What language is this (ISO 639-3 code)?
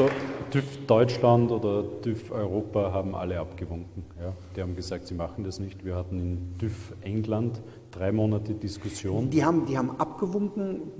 deu